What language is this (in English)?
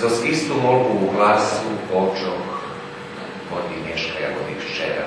Rusyn